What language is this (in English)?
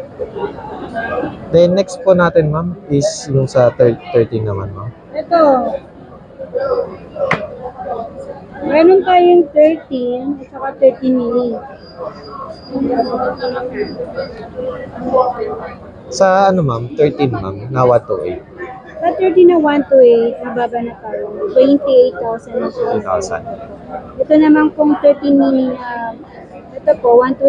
Filipino